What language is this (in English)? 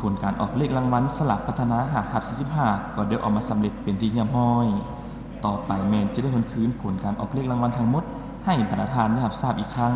Lao